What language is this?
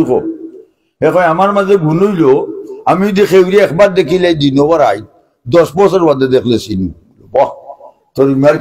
Sylheti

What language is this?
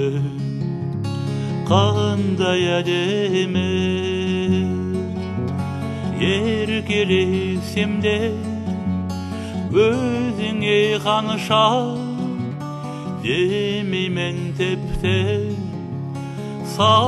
Kazakh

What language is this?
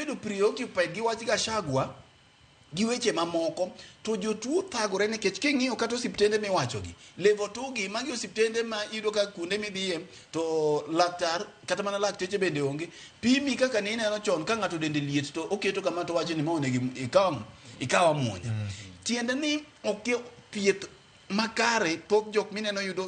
Luo (Kenya and Tanzania)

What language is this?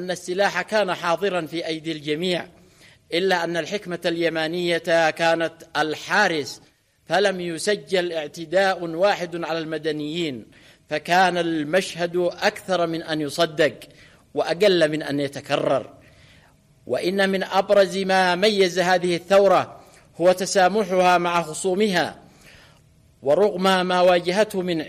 Arabic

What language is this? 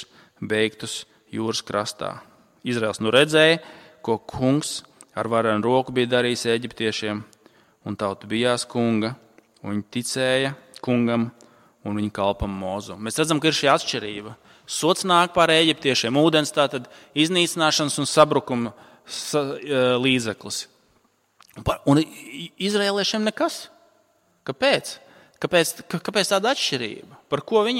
Latvian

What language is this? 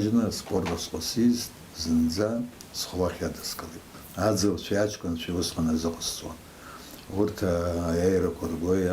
Abkhazian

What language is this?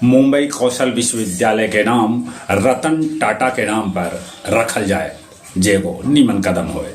Magahi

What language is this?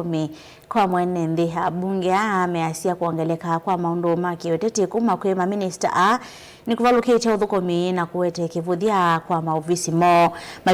Kamba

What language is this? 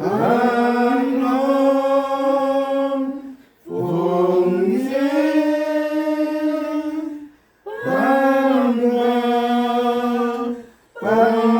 Central Mnong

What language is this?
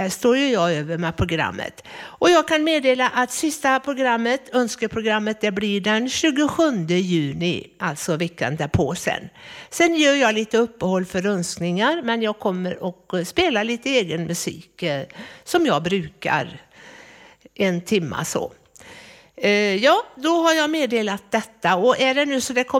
Swedish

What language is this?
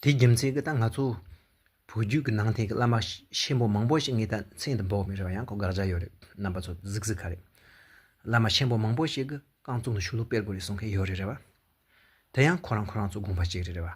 Tibetan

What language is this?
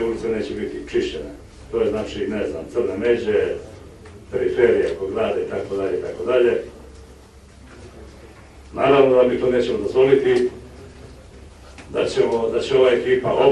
Serbian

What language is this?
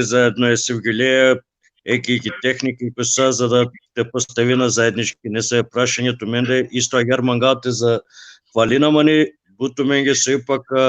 Balkan Romani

